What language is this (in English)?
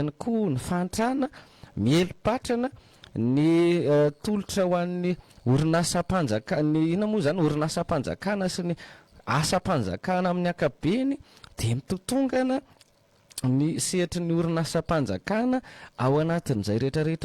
Malagasy